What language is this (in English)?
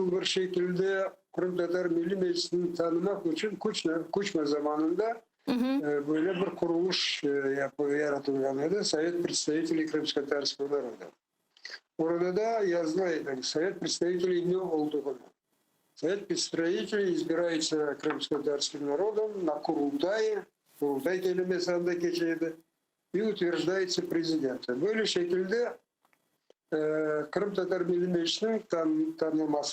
Crimean Tatar